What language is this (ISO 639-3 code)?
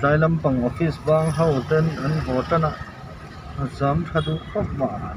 lus